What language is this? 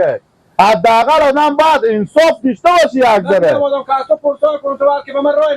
Persian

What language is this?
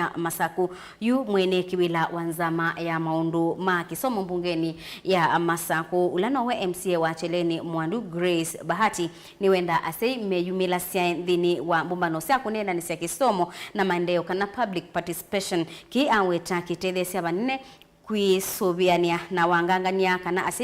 Kamba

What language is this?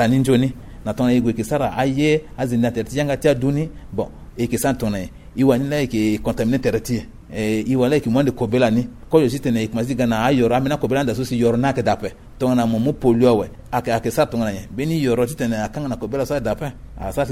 Sango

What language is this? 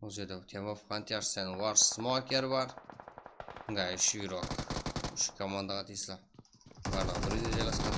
Kara-Kalpak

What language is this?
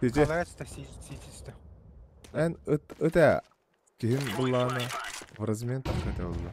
Yakut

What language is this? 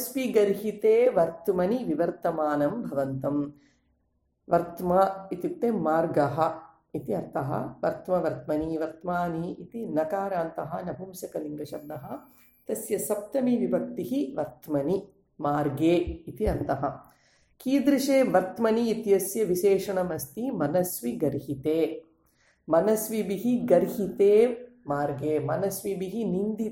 Sanskrit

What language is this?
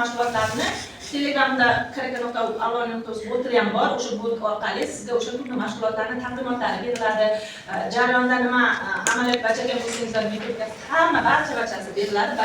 Uzbek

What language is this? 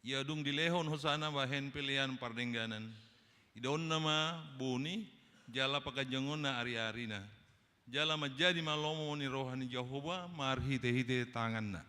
Batak Toba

